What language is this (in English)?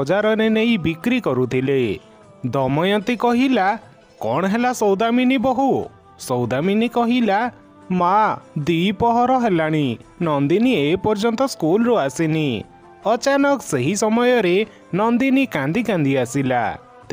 Odia